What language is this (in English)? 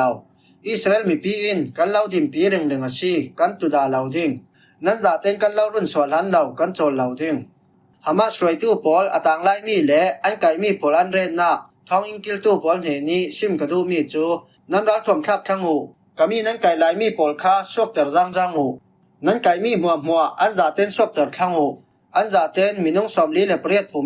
Falam Chin